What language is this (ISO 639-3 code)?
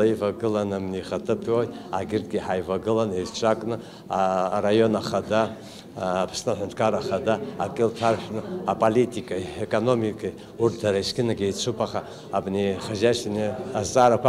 abk